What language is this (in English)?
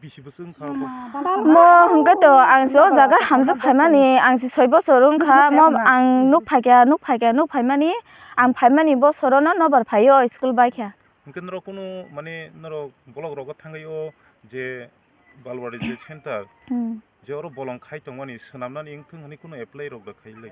Kok Borok